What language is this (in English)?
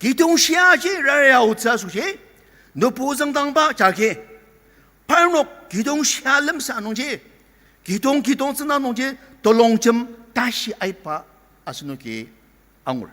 Ao Naga